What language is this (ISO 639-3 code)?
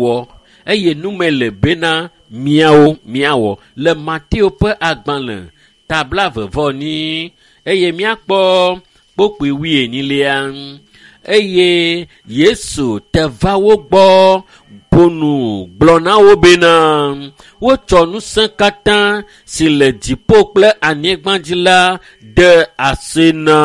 ewe